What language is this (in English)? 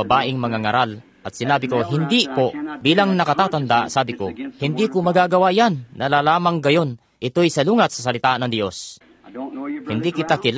Filipino